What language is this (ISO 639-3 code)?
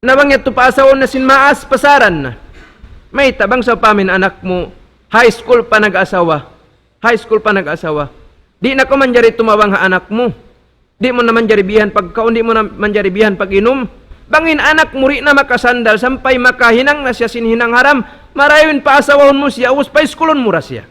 tsg